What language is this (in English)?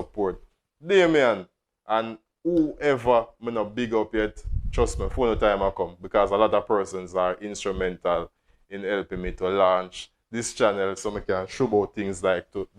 Jamaican Creole English